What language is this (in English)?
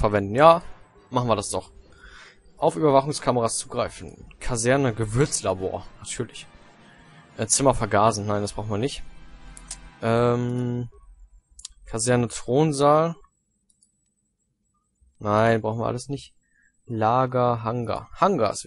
German